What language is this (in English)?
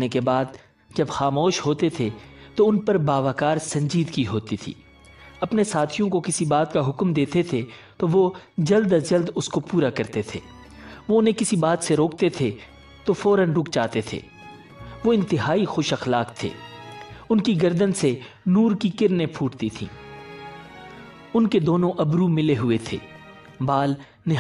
Urdu